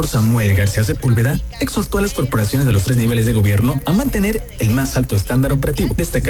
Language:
Spanish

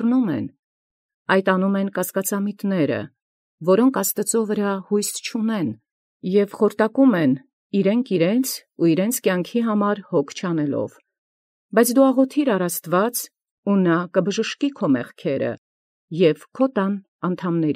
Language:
Armenian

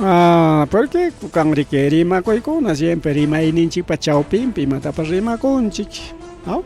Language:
Ayacucho Quechua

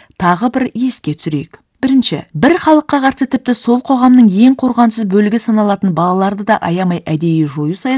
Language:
Kazakh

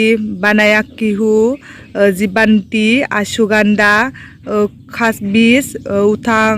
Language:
Bodo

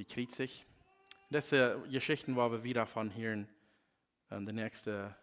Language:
Plautdietsch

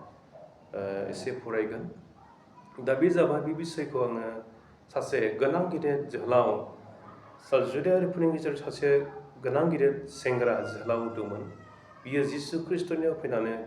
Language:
Bodo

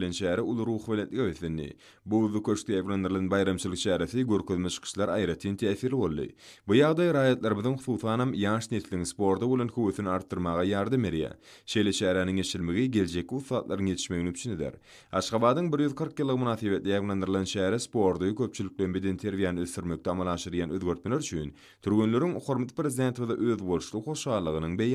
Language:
Turkmen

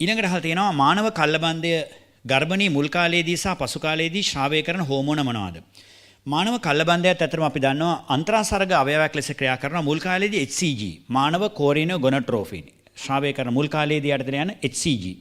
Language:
Sinhala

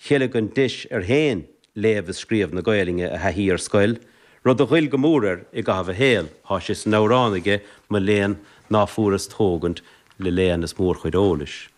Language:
Irish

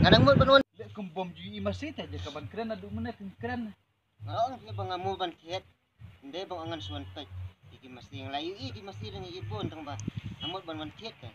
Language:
Khasi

